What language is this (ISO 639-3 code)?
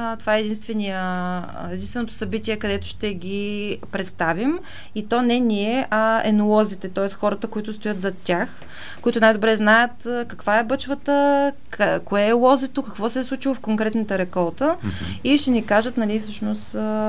bul